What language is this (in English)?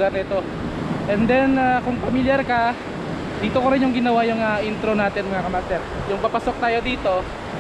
Filipino